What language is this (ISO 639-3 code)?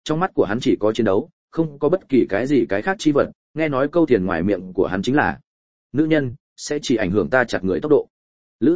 vie